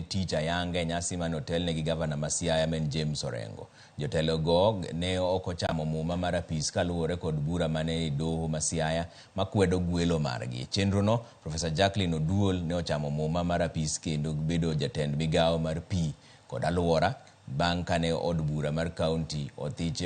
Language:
Luo (Kenya and Tanzania)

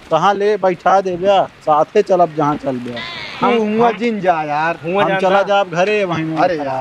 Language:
Awadhi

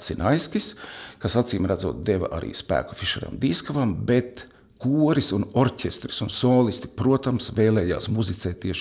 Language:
Latvian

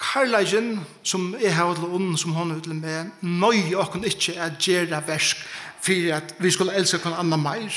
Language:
Faroese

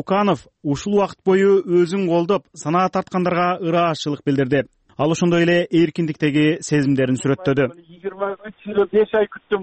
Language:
Kyrgyz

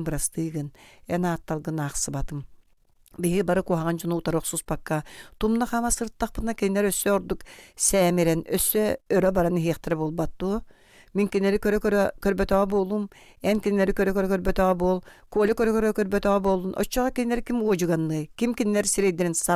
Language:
Yakut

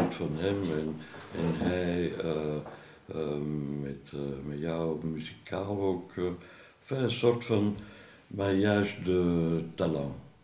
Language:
Dutch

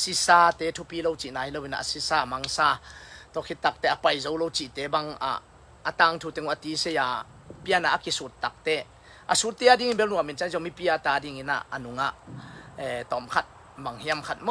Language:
Tedim Chin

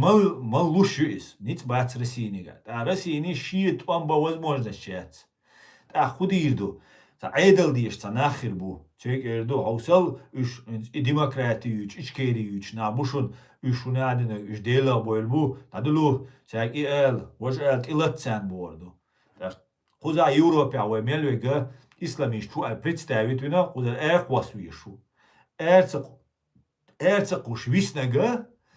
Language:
Chechen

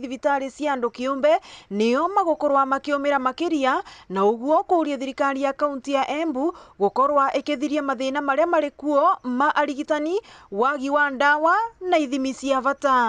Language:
Meru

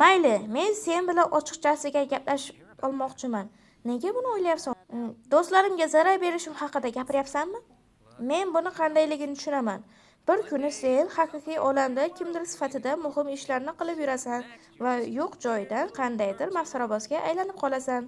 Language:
Uzbek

